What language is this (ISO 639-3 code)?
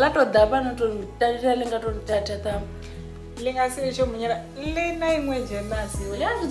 ven